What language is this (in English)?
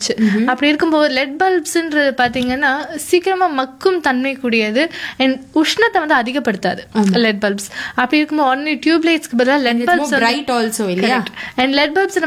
Tamil